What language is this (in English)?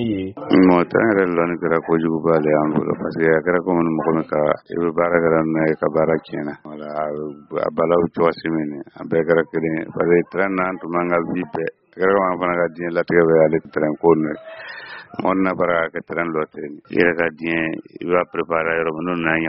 Bambara